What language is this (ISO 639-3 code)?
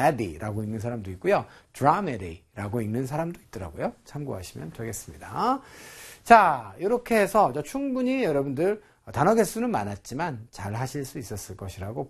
kor